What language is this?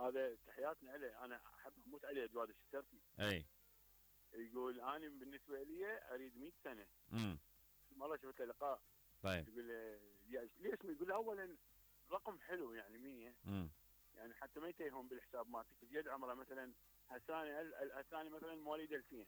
Mesopotamian Arabic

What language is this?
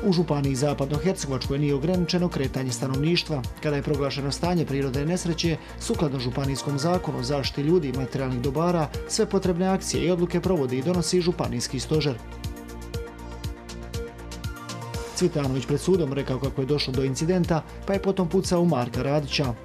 Croatian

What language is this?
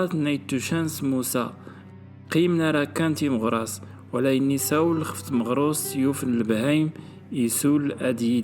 Kabyle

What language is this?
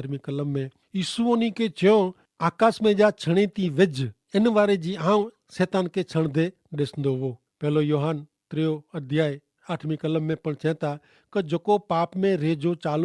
Kachhi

